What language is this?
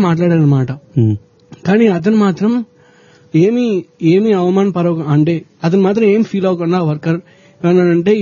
Telugu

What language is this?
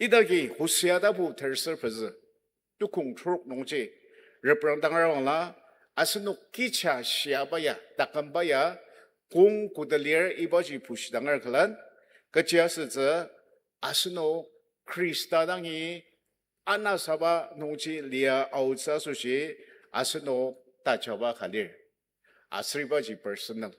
Ao Naga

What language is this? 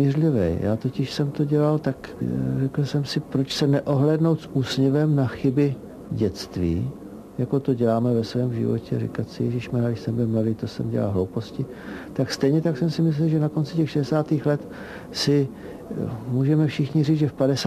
Czech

